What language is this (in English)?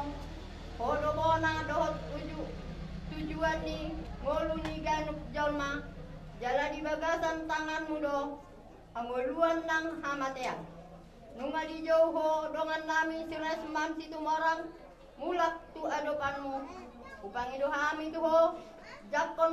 Batak Toba